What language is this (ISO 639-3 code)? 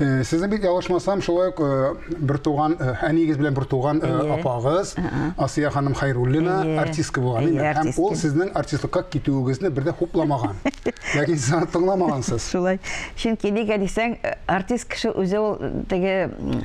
tat